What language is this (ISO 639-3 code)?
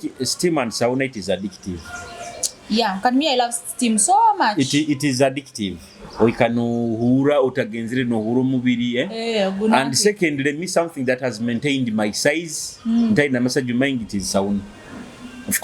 nyo